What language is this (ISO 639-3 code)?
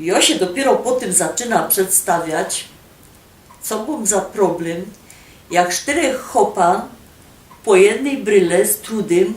szl